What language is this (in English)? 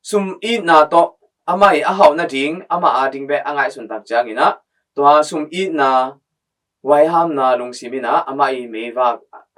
Tedim Chin